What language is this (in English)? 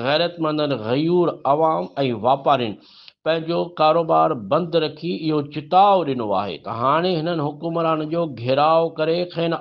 Sindhi